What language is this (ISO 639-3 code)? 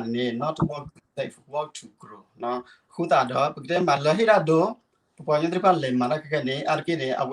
ksw